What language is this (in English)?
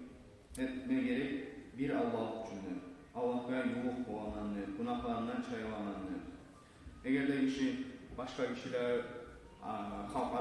Kumyk